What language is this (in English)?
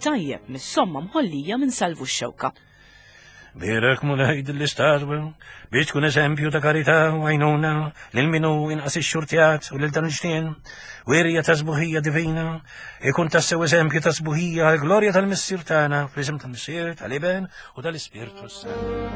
Maltese